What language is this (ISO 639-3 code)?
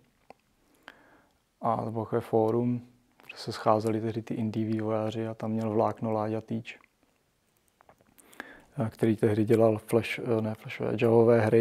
ces